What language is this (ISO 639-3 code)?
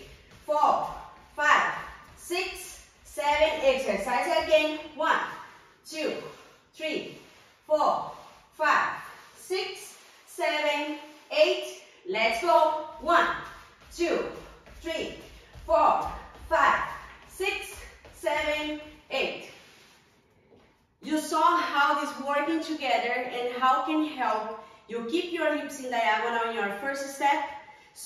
eng